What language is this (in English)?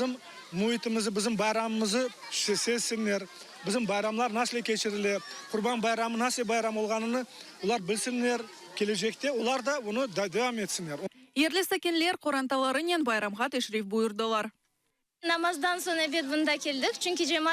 Crimean Tatar